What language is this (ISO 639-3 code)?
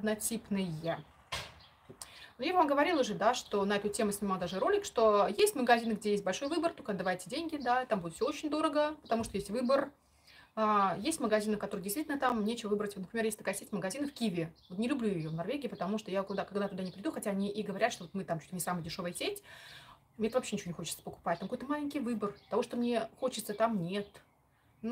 rus